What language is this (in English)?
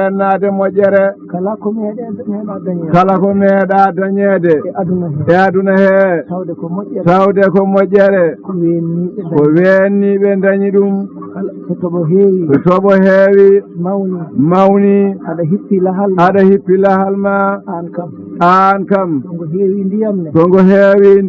Fula